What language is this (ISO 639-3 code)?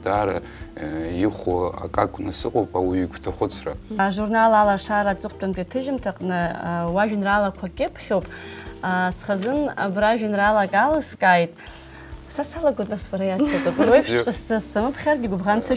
abk